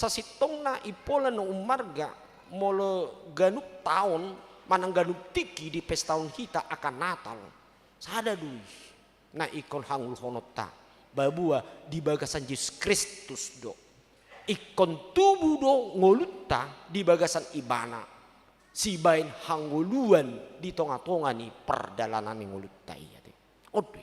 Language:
Batak Toba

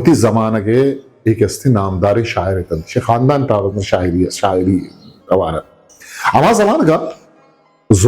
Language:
Eastern Balochi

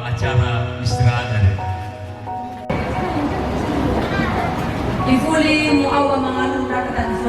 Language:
Nias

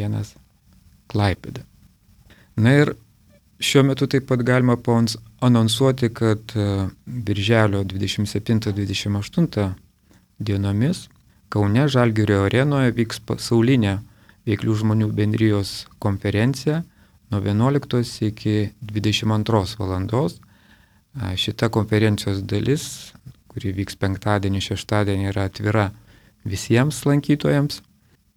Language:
Lithuanian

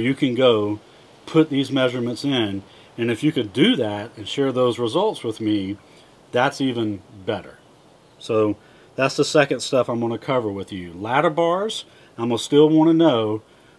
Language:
English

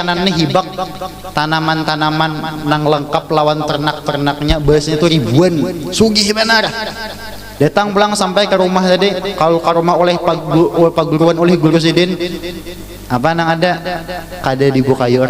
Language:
Banjar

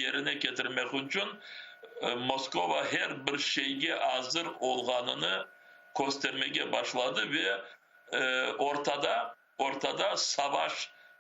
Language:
Crimean Tatar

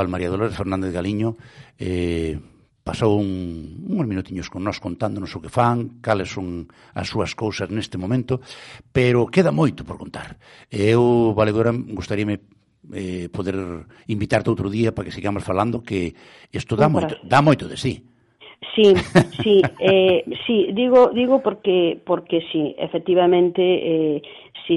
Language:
Galician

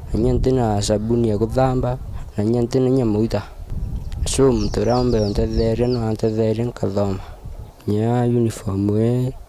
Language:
Meru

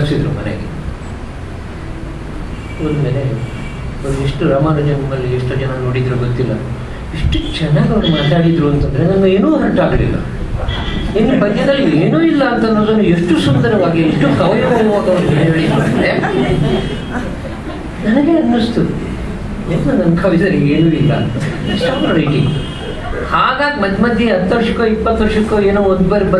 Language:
Kannada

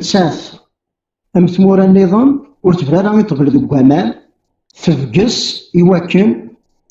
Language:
Kabyle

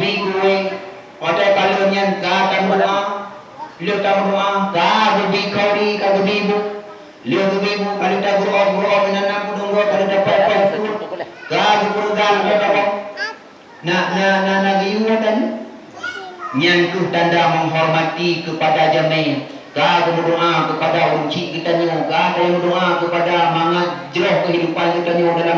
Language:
Achinese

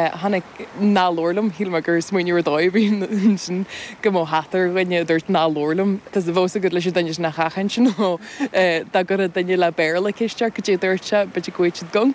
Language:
Irish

